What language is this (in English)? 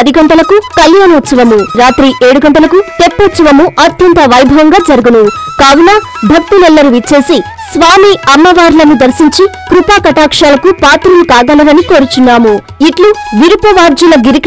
Telugu